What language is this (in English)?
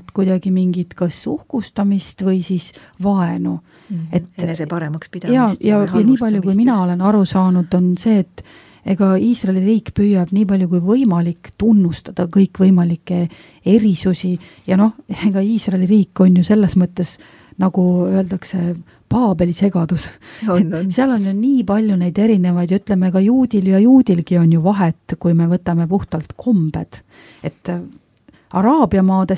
Estonian